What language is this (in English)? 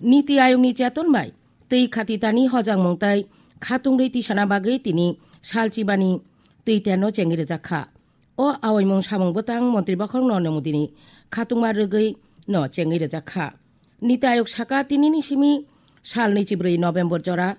Kok Borok